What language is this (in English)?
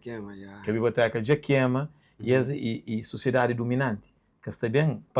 Kabuverdianu